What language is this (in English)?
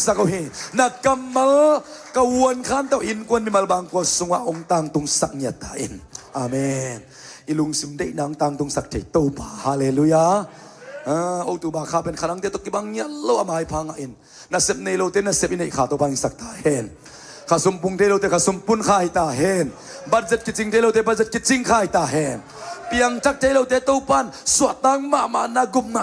Tedim Chin